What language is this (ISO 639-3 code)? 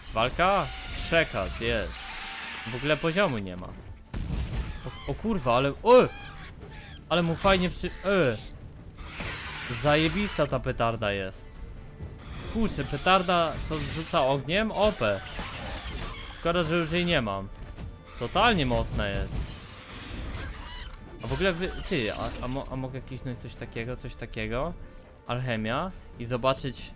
pol